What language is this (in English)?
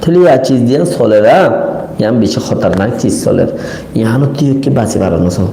Rohingya